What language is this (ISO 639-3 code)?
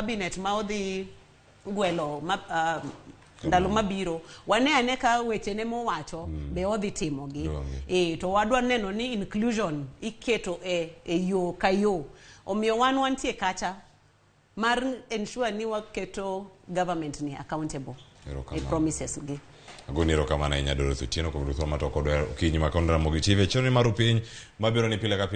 luo